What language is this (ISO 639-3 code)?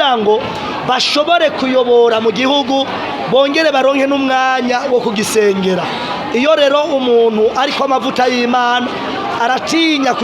run